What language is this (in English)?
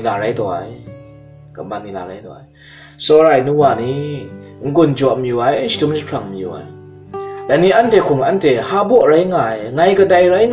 Kachin